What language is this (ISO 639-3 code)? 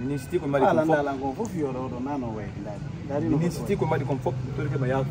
ful